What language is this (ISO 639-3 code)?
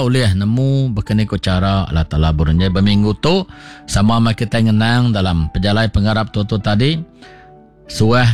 iba